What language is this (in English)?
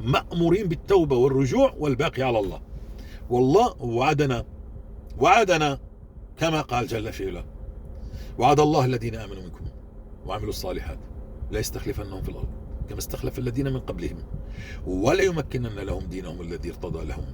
North Levantine Arabic